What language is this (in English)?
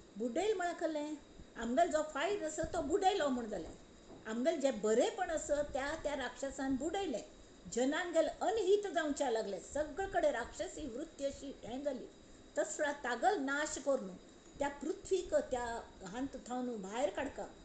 Konkani